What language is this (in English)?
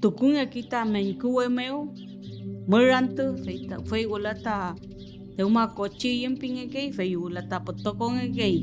Mapuche